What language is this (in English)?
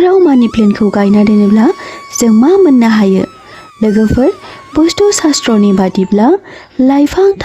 Bodo